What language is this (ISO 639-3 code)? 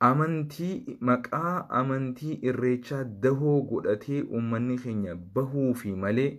orm